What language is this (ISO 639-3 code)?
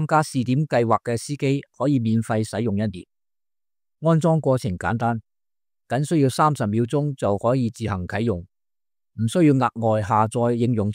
yue